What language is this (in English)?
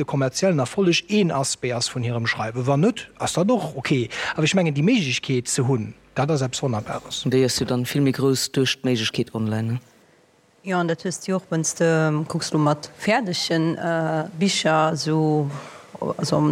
Luxembourgish